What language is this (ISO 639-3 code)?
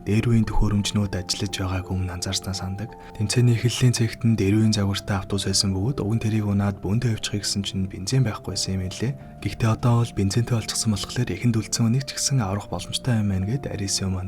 mon